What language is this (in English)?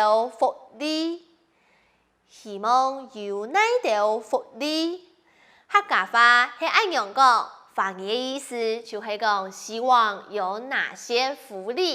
Hakka Chinese